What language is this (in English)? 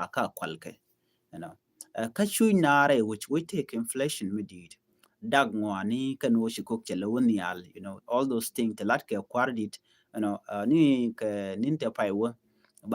Nuer